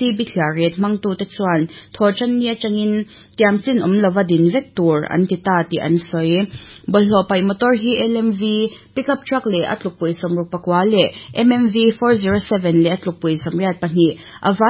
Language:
Mizo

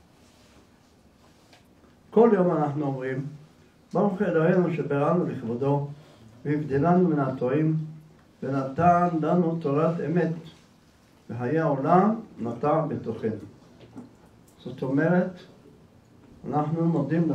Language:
Hebrew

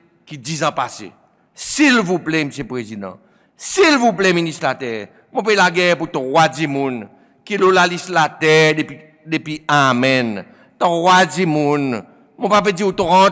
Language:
Seselwa Creole French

